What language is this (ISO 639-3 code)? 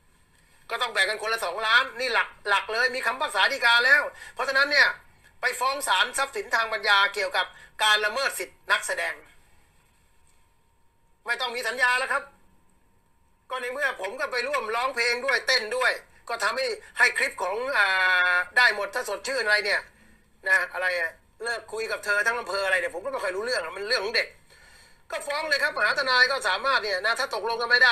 tha